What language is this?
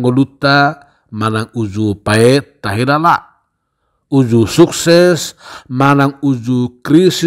Batak Toba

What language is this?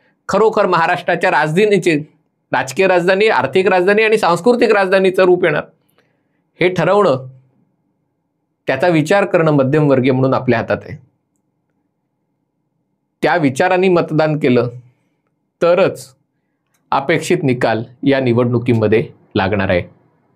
Marathi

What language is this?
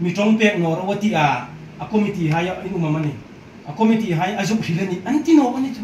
Hmar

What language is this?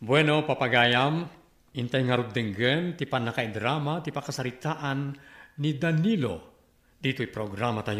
Iloko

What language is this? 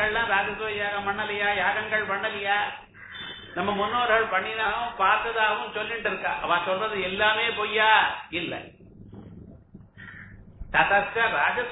Tamil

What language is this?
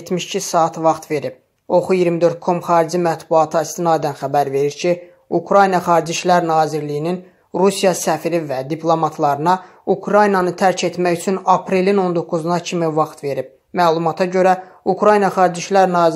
Azerbaijani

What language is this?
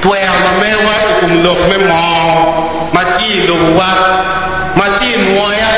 Acoli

